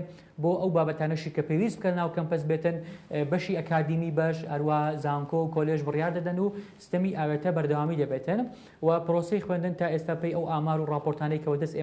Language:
Central Kurdish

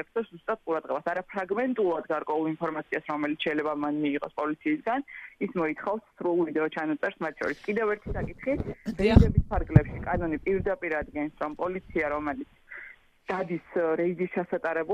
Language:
Georgian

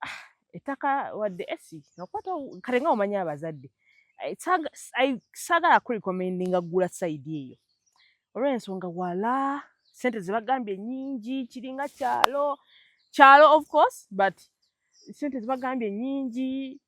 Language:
Ganda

